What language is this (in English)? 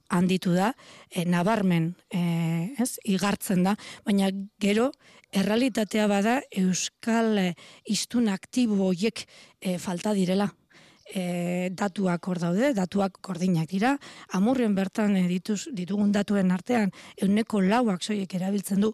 Basque